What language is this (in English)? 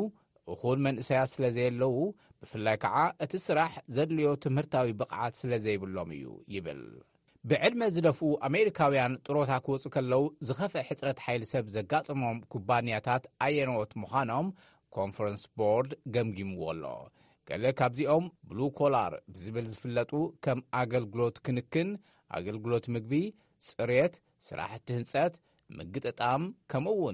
Tigrinya